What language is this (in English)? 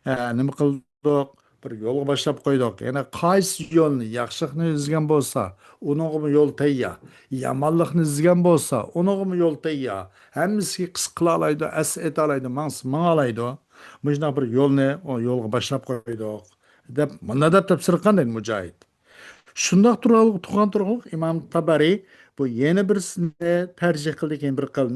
Uyghur